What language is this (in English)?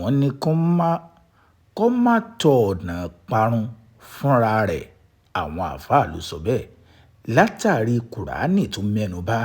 Yoruba